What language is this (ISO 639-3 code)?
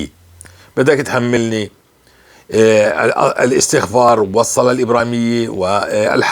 apc